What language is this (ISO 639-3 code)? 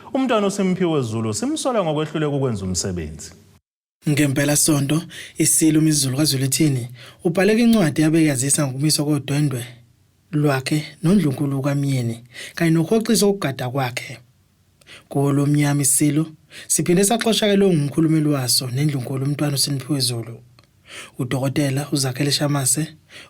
zul